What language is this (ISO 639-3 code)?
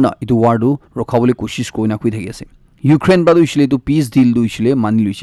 nag